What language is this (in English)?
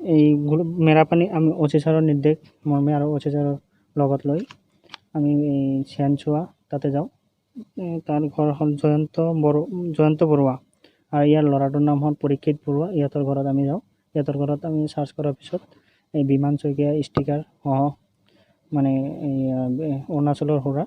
Assamese